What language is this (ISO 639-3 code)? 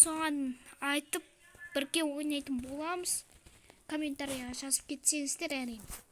kaz